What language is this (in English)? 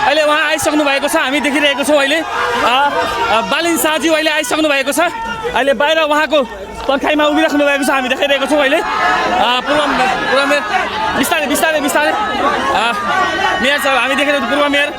Nepali